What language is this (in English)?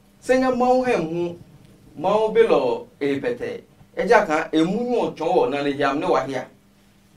Adangme